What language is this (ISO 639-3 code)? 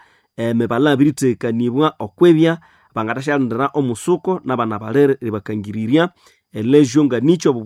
nnb